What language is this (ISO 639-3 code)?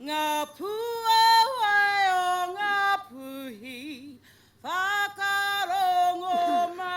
mri